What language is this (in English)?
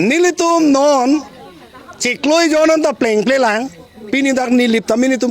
Karbi